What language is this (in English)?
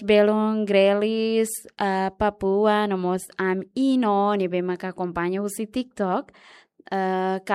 Tetum